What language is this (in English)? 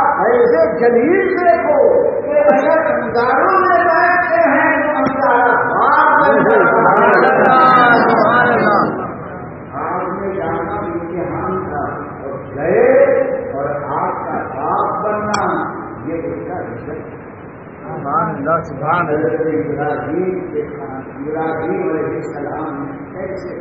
Urdu